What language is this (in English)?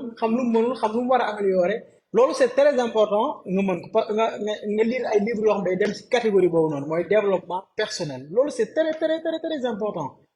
Wolof